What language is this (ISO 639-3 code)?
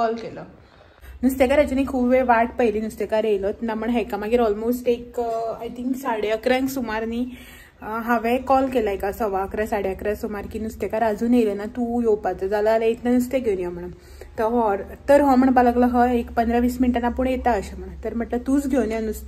kok